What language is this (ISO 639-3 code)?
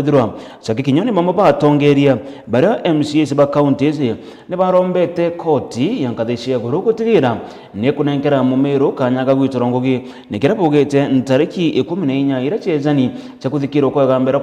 mer